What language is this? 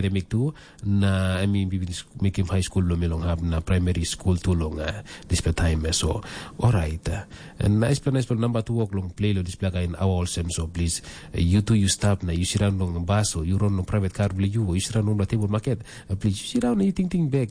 Tok Pisin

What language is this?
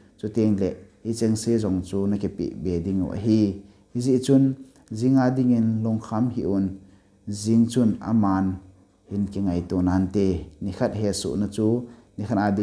Thado Chin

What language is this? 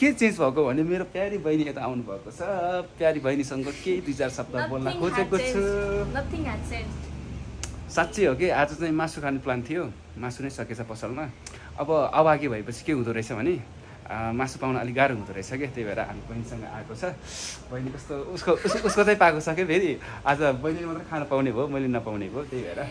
Nepali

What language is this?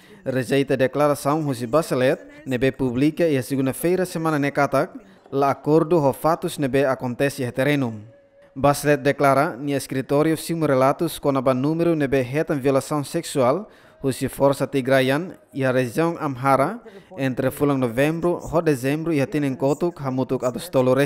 Tetum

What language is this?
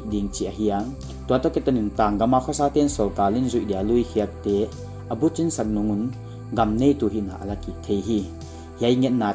Paite Chin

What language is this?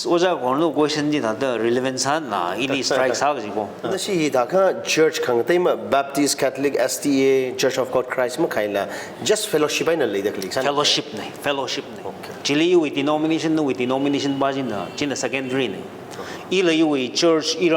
Tangkhul Naga (India)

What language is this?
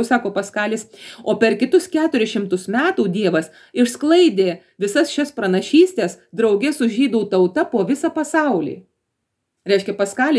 Lithuanian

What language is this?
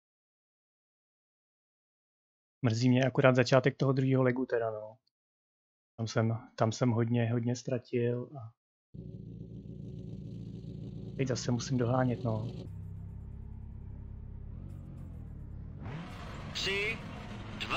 Czech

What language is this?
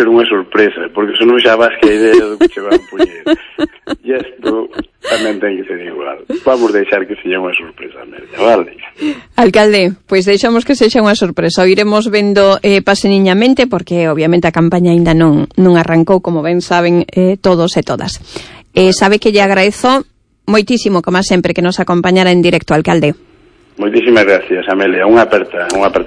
Galician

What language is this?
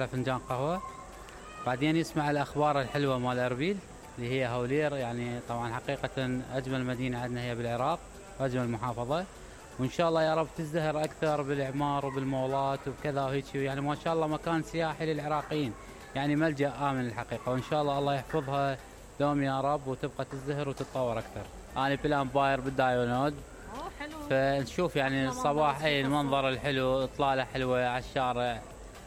Mesopotamian Arabic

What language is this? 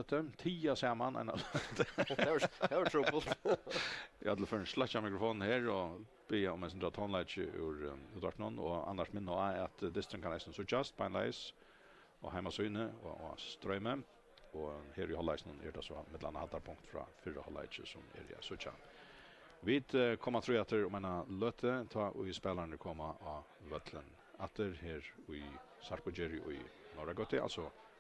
Faroese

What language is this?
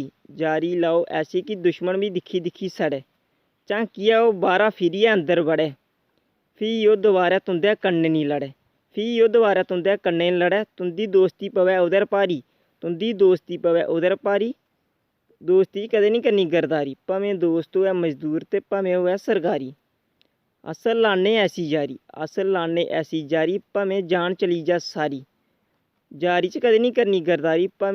Dogri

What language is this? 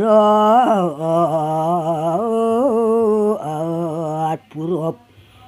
Balinese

